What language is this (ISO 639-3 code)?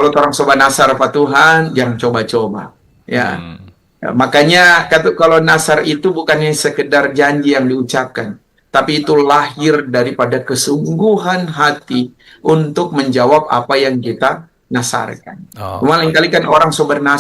xmm